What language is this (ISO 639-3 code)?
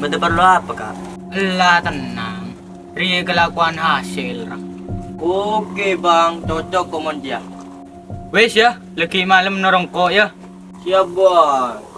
mad